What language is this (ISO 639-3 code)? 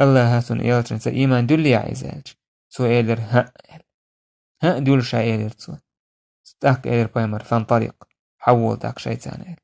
che